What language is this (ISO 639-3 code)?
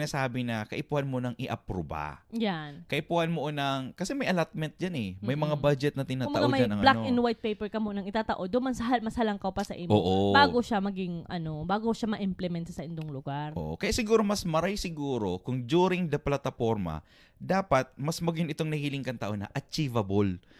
bik